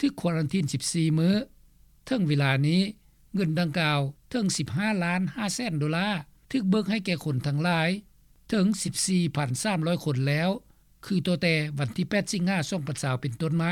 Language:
Lao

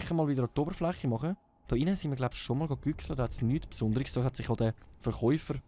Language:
Swiss German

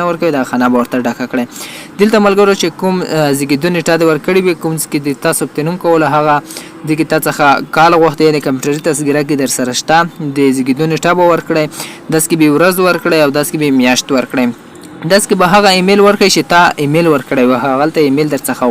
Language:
Pashto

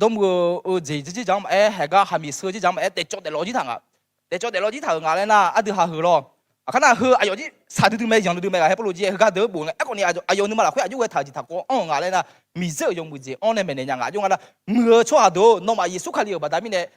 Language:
Akha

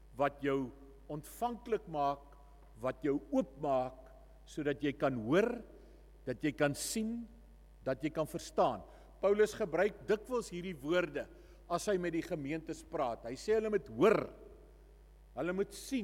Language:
Afrikaans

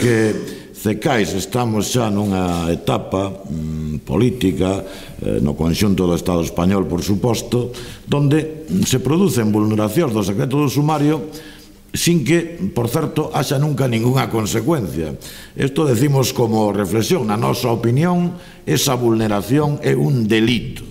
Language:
Galician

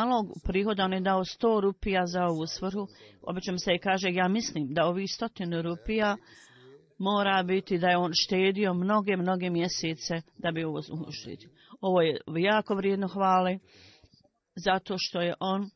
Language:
Bosnian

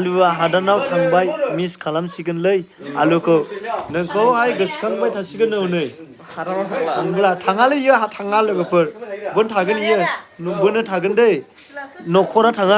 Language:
Bodo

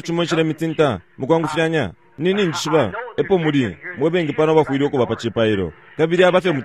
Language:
Bemba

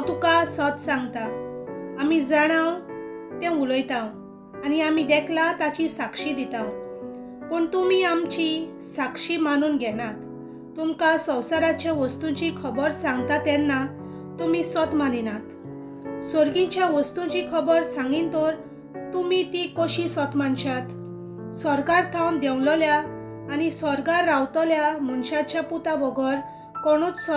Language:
Konkani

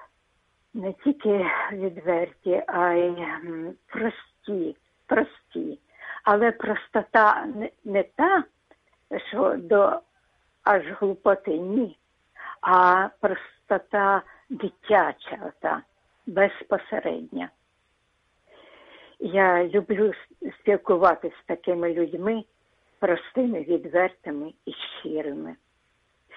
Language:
Ukrainian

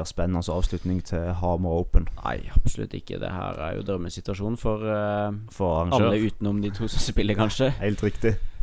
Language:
Norwegian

